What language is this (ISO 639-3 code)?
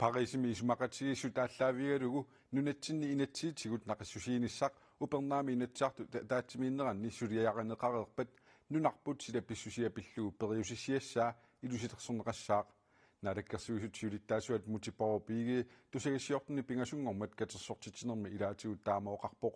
kal